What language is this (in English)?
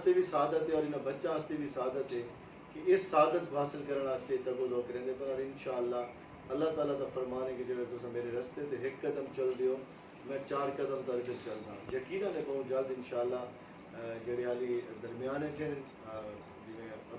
Saraiki